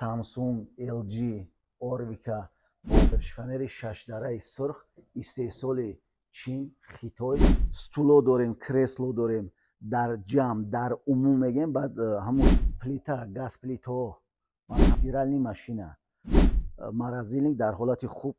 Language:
Tajik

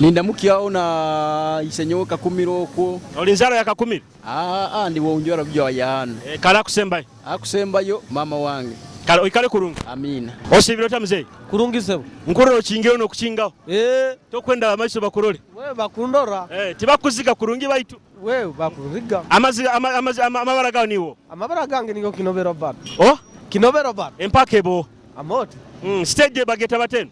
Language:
Nyoro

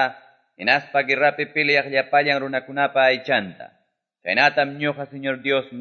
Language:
Quechua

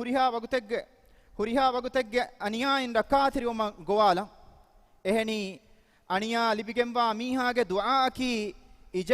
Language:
Divehi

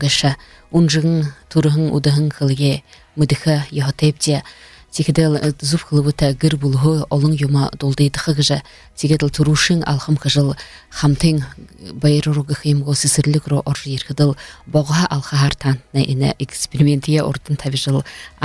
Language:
Buriat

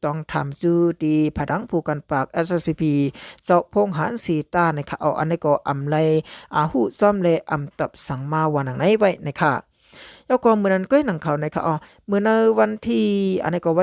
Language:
Shan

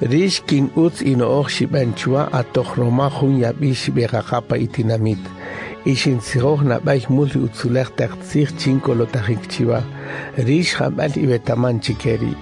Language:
Kaqchikel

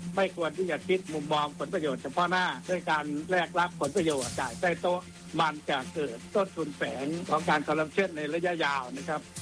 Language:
Thai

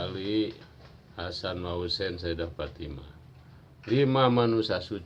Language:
Sundanese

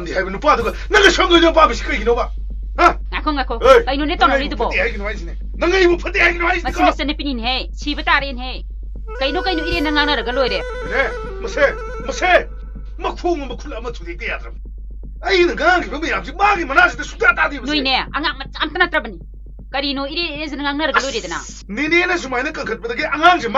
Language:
Manipuri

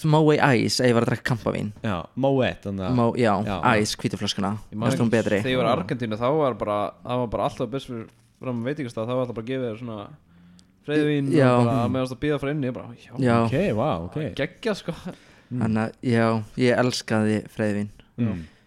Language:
Icelandic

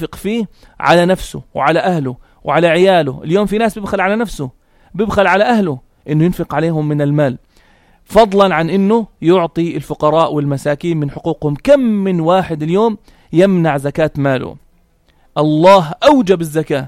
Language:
North Levantine Arabic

